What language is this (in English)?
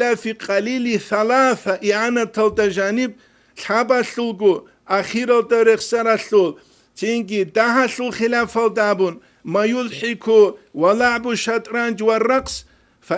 Avaric